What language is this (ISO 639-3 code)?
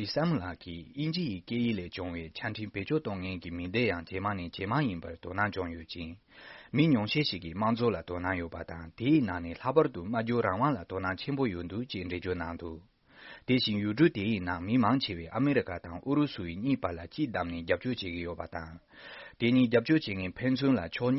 bod